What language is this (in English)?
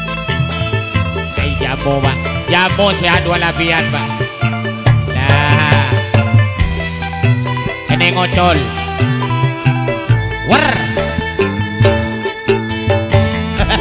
Indonesian